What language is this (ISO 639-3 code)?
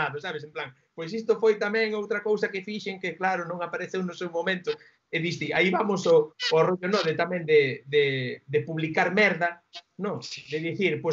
glg